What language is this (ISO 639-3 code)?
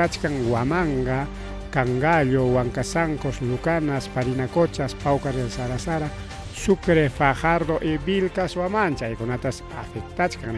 quy